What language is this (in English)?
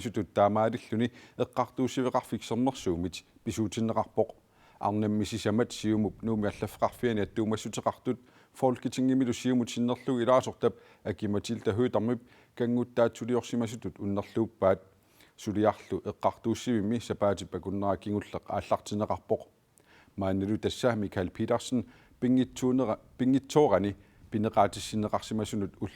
Kalaallisut